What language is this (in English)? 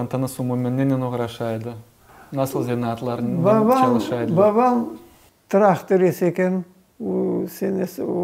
Crimean Tatar